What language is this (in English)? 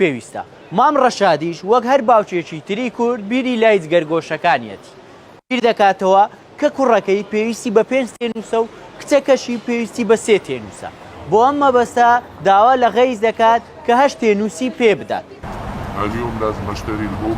Central Kurdish